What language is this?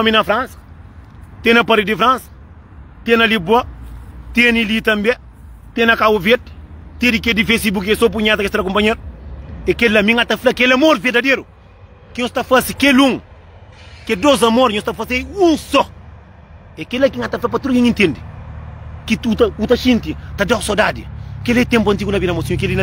Kabuverdianu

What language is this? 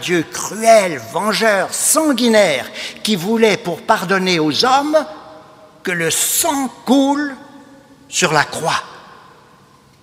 French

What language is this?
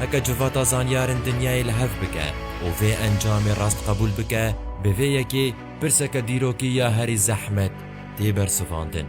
Kurdish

